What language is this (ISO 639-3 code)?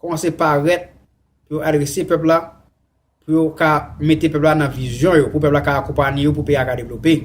hat